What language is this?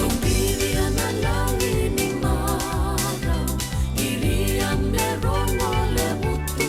Fijian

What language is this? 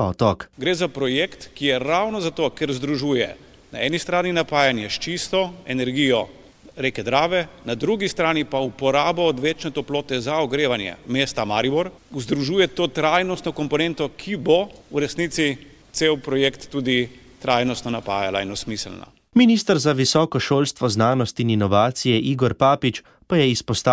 Slovenian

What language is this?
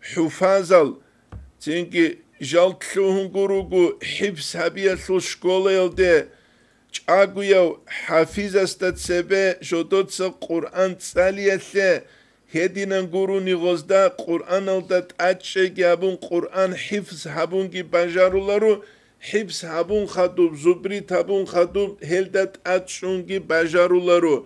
Avaric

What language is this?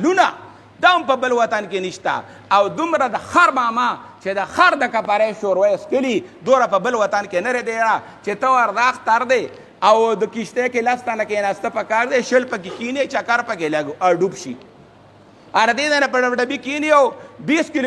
Pashto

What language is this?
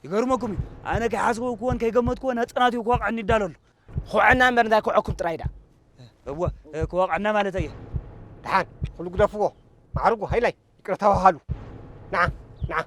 Tigrinya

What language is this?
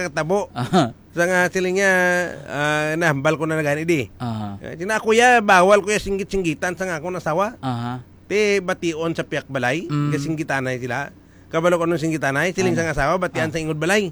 Hiligaynon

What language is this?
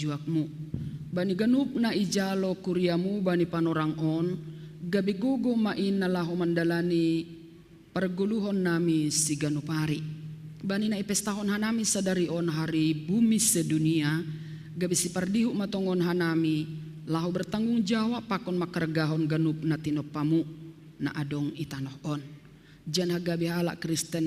Batak Simalungun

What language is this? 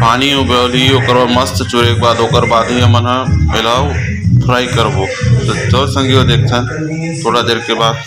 Chhattisgarhi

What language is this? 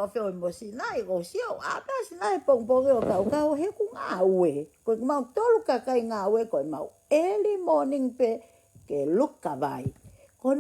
Tongan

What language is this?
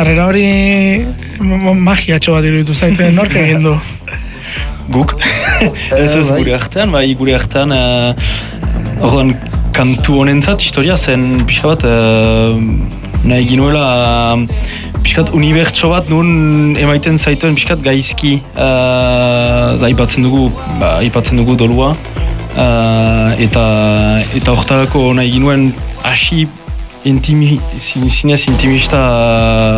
Basque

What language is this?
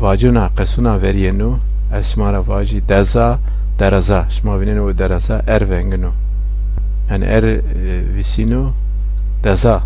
Zaza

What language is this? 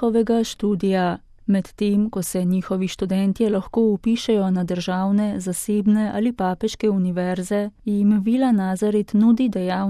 Slovenian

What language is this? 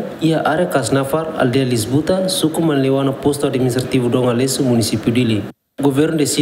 Tetum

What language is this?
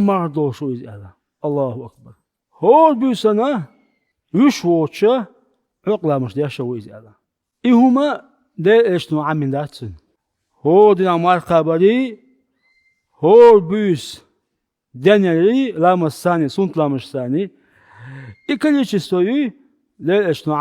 Chechen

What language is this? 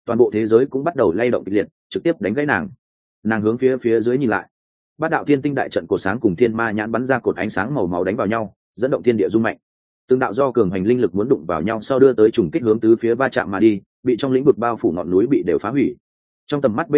Vietnamese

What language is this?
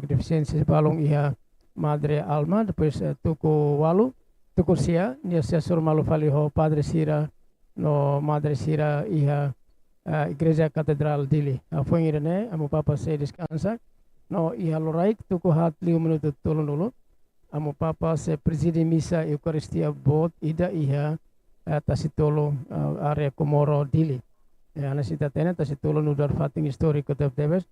Tetum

